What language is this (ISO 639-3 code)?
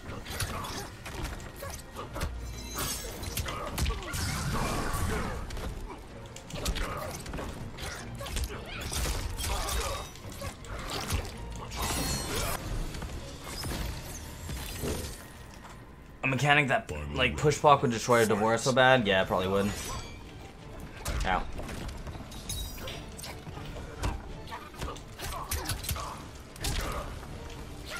eng